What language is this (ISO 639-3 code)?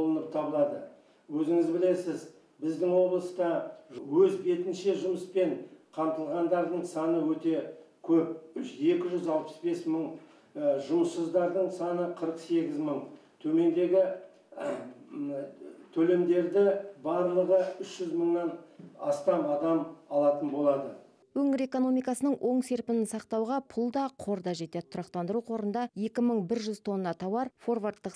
kaz